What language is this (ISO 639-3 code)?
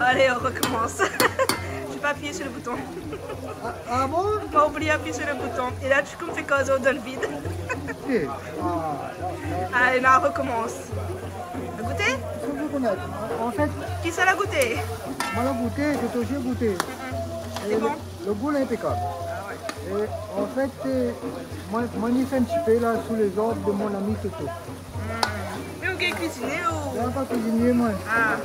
rcf